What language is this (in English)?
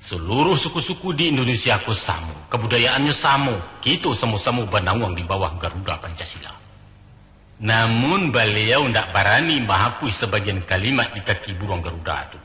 Minangkabau